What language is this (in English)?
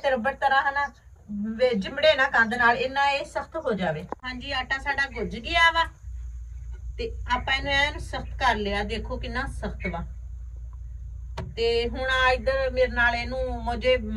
Punjabi